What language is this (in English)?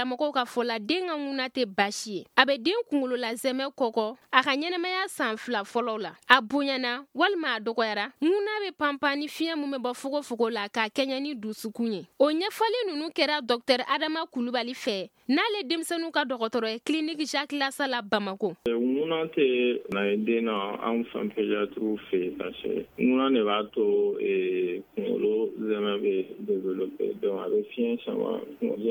Bambara